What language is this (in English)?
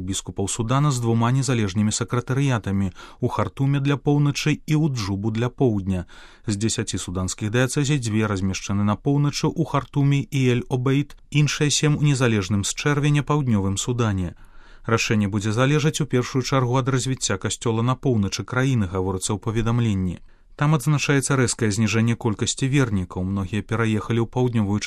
Belarusian